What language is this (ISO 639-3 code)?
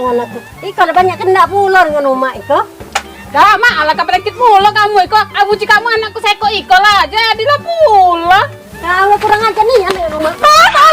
mui